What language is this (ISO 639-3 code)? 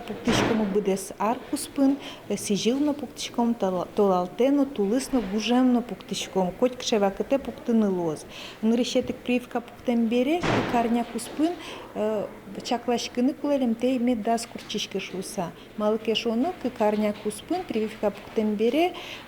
udm